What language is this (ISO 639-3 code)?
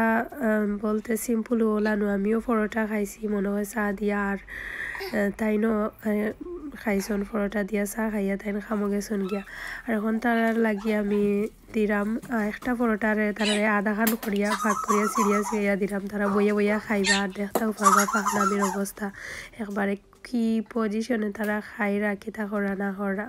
syl